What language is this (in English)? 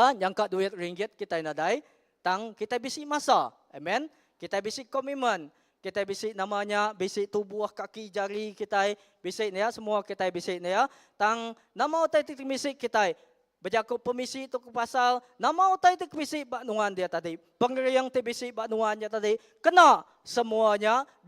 Iban